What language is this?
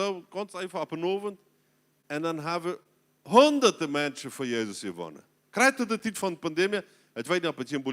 Plautdietsch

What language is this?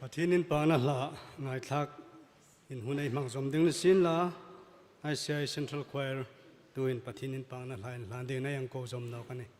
Hmar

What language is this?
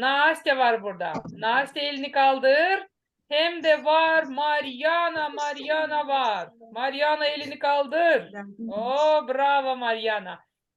Gagauz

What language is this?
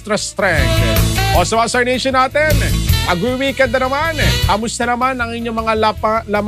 Filipino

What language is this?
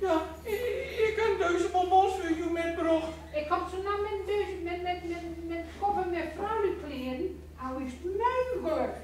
Gronings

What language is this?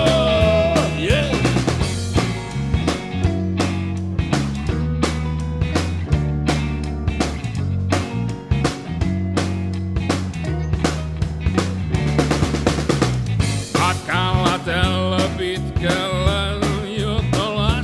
Finnish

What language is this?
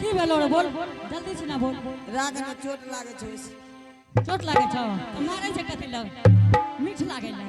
Angika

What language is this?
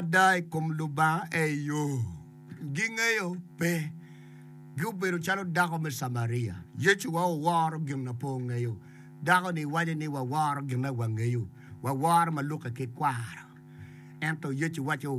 Acoli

